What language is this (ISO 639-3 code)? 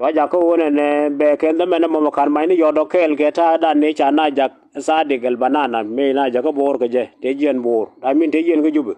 nus